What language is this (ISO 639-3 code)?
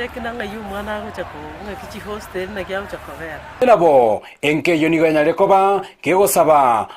guz